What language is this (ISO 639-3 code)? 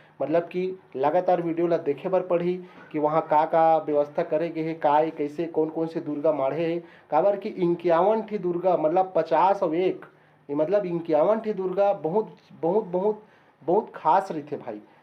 hne